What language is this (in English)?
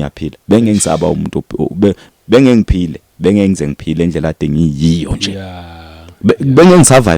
Zulu